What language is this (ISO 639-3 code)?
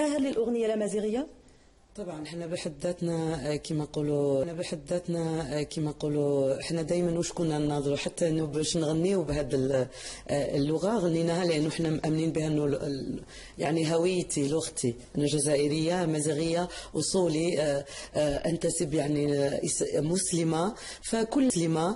arq